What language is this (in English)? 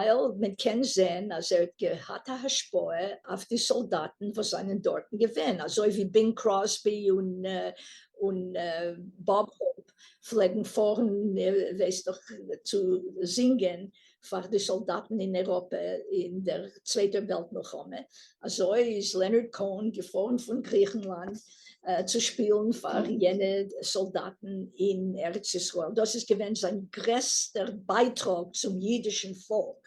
Yiddish